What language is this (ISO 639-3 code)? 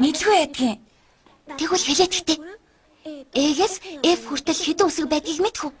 mon